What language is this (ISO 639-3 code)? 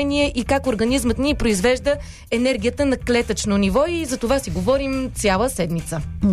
bul